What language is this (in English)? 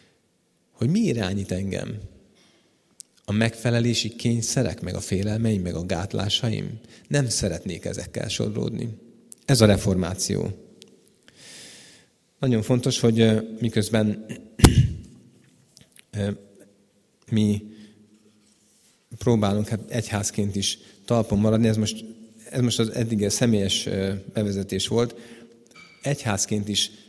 Hungarian